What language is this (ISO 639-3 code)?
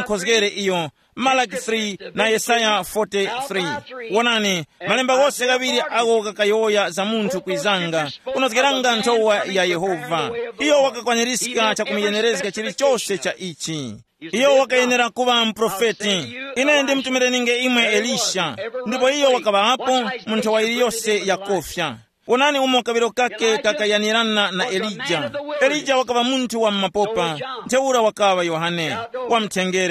tum